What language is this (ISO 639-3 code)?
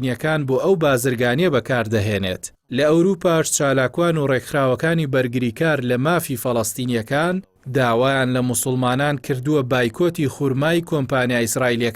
ckb